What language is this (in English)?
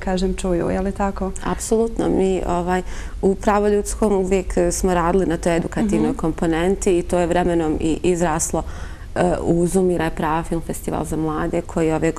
Bosnian